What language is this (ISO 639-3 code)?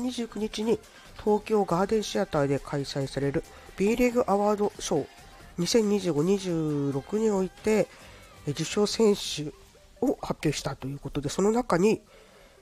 jpn